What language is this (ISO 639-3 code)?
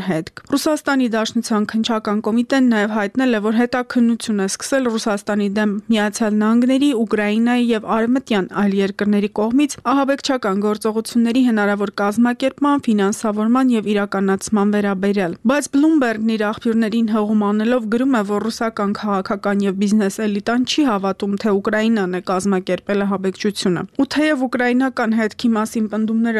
hye